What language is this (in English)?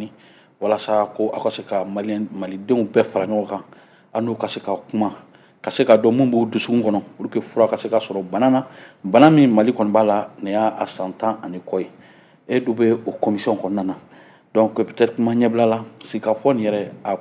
Bambara